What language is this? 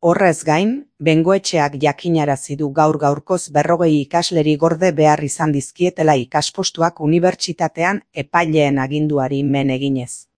Basque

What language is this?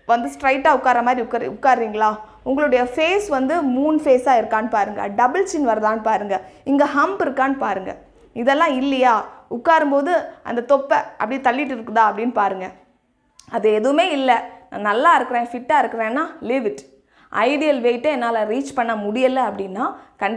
Tamil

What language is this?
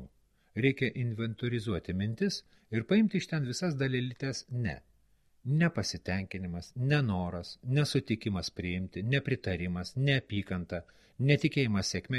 Lithuanian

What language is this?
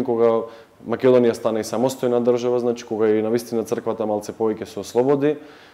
Macedonian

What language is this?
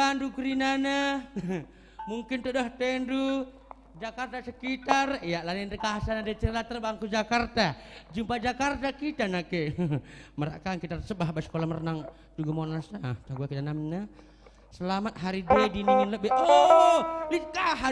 Batak Karo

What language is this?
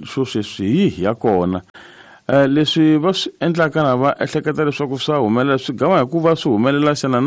Tsonga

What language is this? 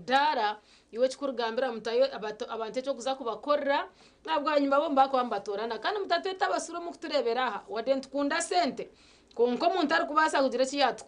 Nyankole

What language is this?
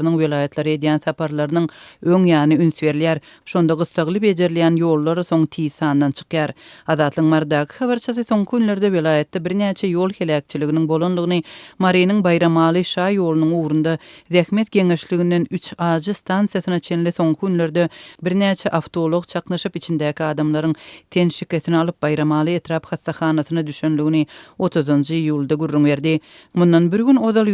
Turkmen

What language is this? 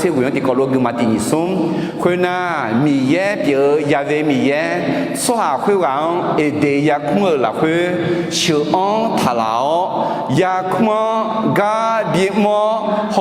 Akha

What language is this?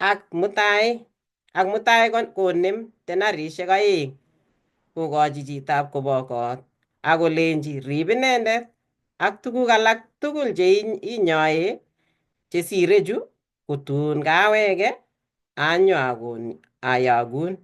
Kalenjin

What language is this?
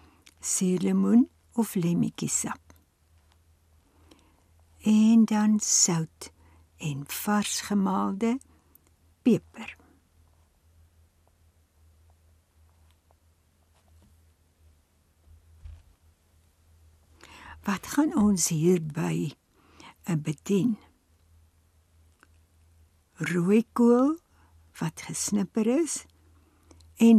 Afrikaans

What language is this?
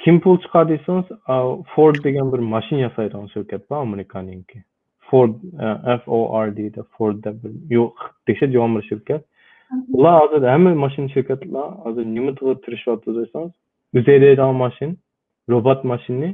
Uyghur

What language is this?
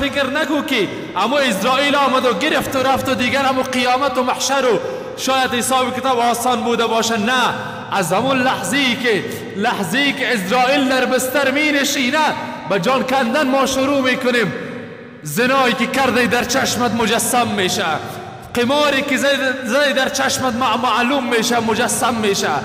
Persian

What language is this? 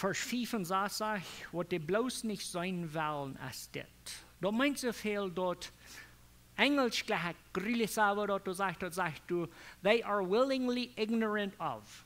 Plautdietsch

